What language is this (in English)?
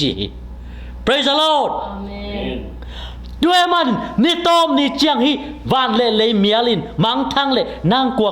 Tedim Chin